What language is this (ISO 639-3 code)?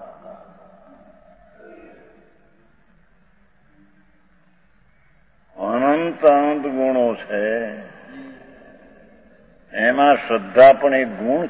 guj